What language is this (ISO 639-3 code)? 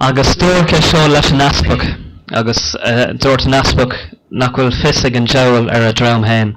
gle